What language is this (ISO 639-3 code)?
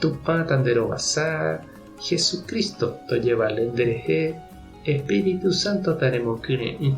grn